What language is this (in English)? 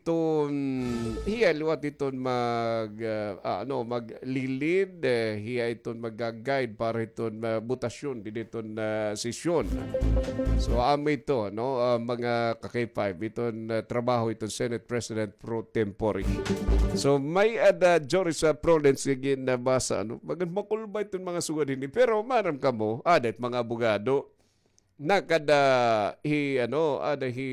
Waray